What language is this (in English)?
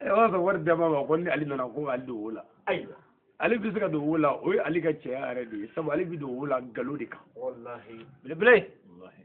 Bambara